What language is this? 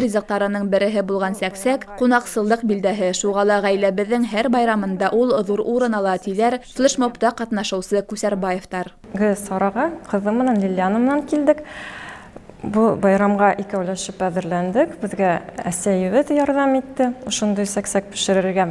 Bashkir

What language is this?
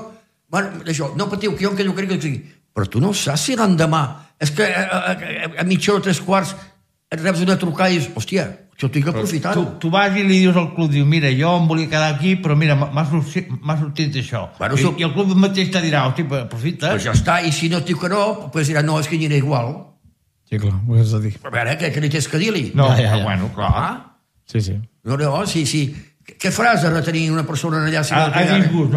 Catalan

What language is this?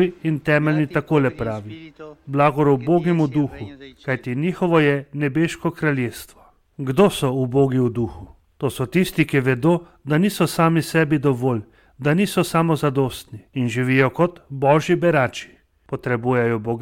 Slovenian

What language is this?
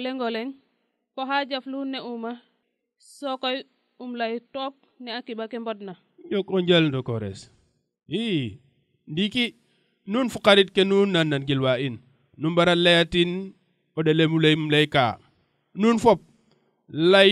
Serer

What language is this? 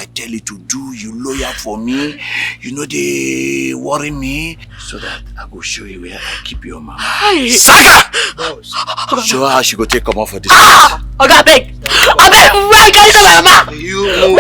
Nigerian Pidgin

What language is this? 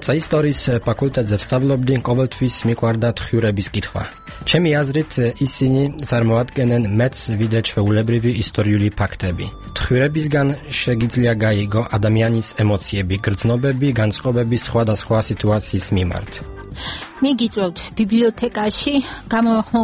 Georgian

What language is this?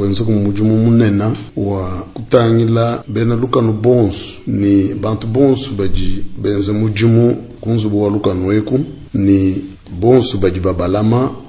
Luba-Lulua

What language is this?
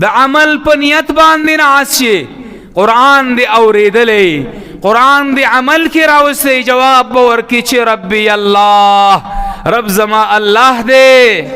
Pashto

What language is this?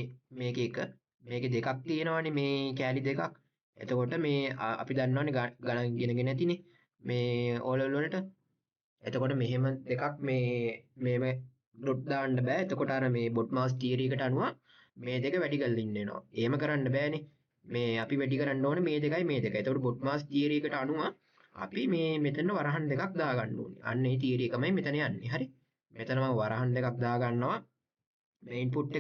Sinhala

